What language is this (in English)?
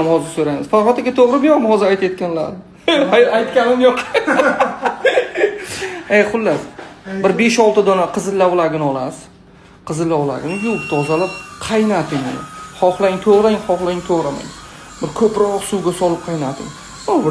Uzbek